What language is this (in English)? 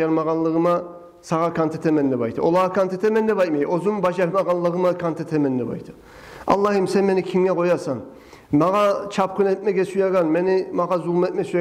Kumyk